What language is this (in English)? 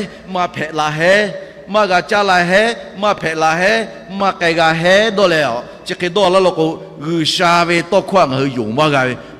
Lahu